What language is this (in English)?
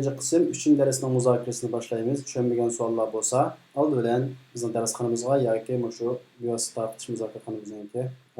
Uyghur